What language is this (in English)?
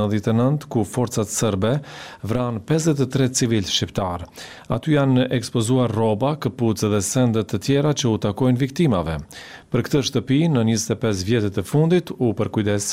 Albanian